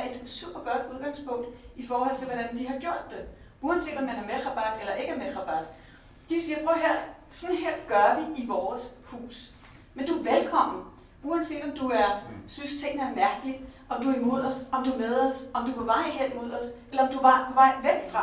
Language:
Danish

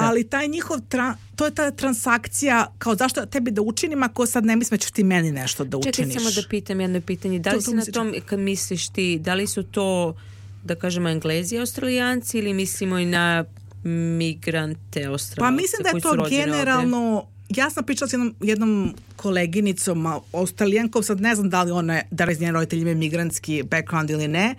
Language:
Serbian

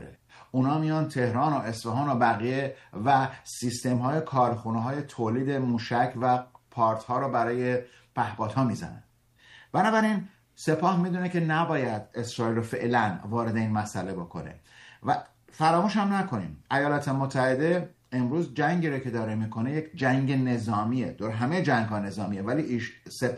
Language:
Persian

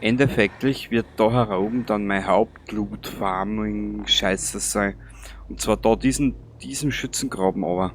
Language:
Bavarian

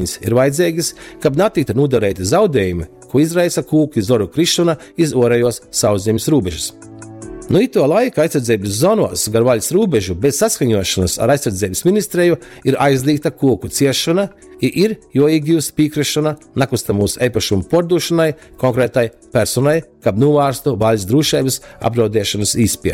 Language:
Latgalian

